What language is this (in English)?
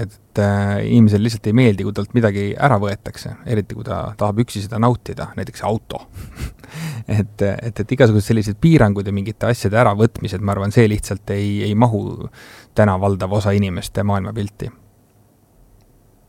Estonian